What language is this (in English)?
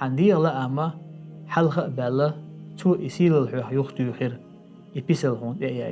Chechen